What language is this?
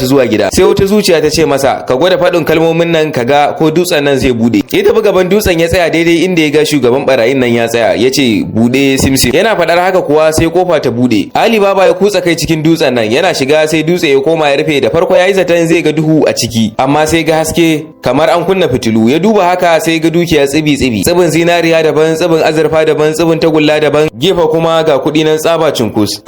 Hausa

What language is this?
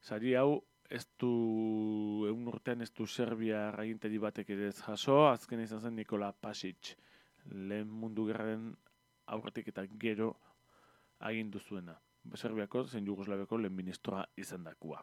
Basque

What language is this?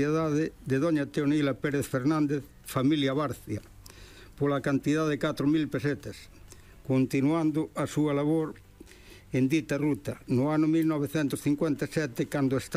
Galician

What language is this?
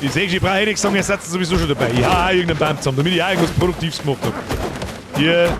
Bavarian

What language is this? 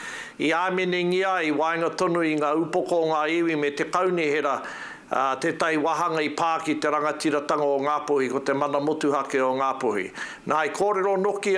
Māori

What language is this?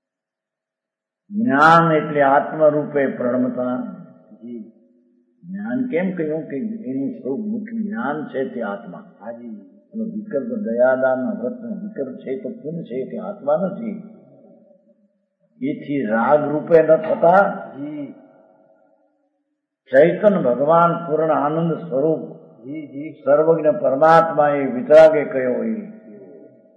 Gujarati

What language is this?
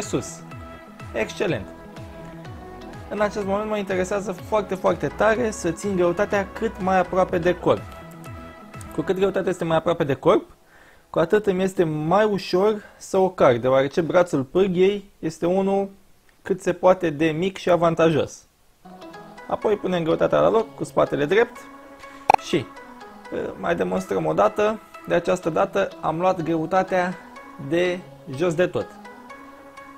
Romanian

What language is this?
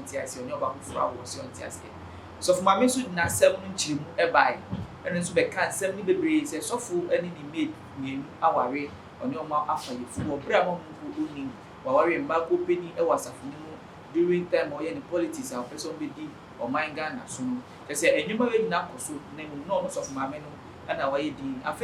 Akan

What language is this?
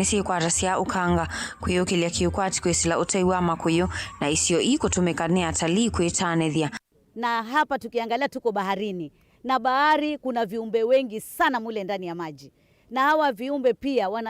Kamba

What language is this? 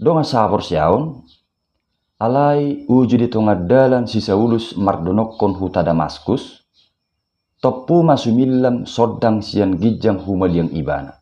Batak Toba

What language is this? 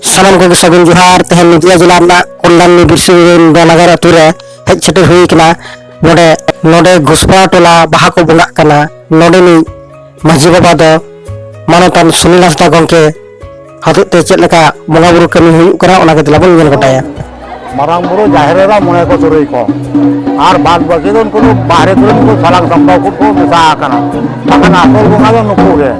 Santali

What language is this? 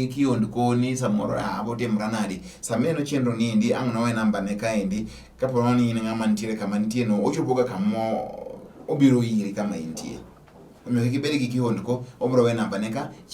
Luo (Kenya and Tanzania)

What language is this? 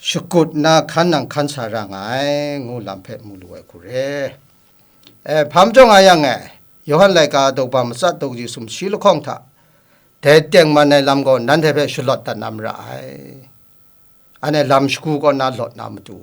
Kachin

